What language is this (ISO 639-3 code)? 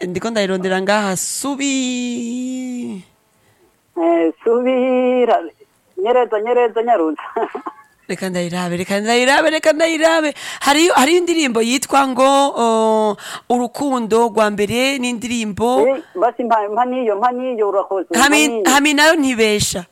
run